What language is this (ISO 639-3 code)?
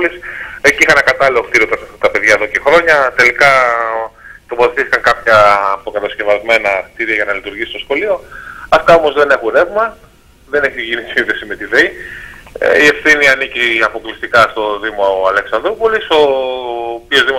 ell